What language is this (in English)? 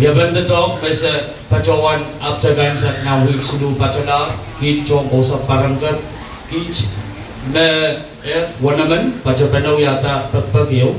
Pohnpeian